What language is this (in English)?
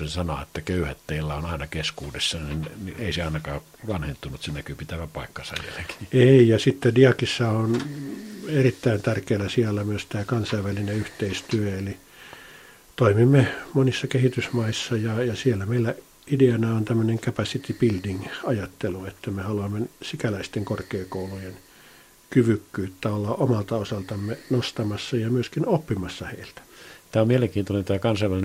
Finnish